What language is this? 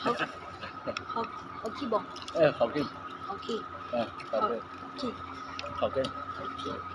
Lao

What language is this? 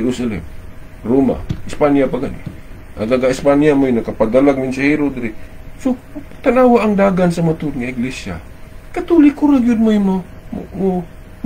Cebuano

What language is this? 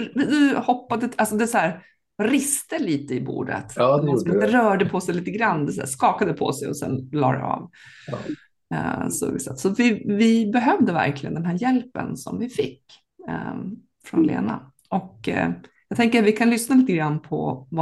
Swedish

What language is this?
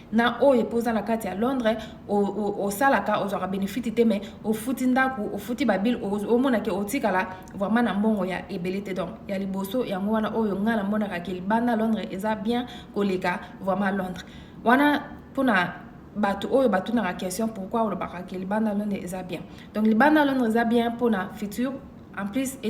Lingala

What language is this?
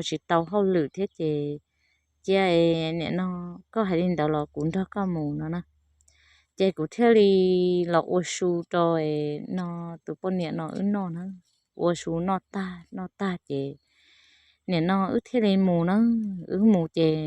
Hmong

